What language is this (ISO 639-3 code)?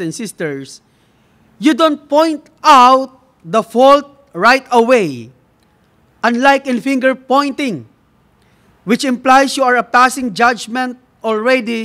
eng